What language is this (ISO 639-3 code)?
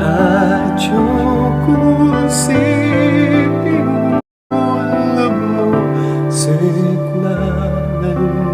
pam